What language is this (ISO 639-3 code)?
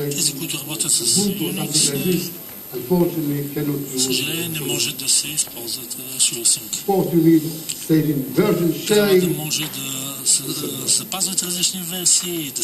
bul